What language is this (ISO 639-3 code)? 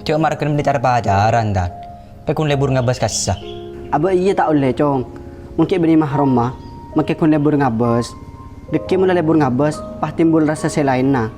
mad